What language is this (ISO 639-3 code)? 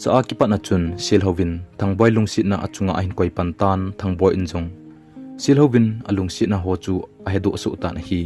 tcz